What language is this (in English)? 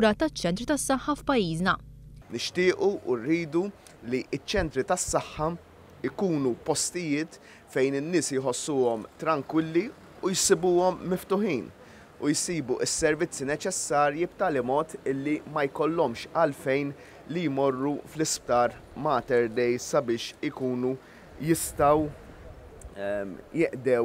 Maltese